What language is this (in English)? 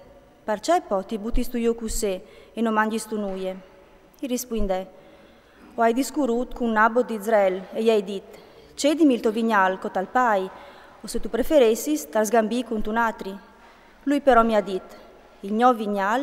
Friulian